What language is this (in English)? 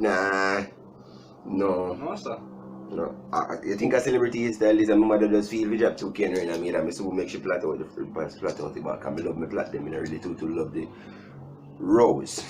Jamaican Creole English